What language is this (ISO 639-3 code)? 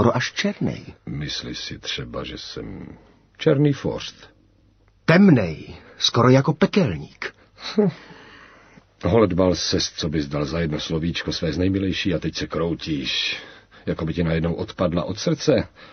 ces